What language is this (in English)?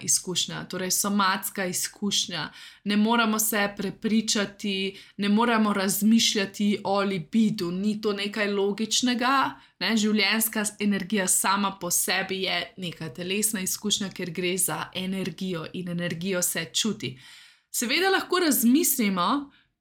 Slovenian